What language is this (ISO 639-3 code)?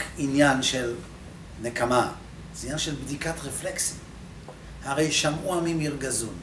heb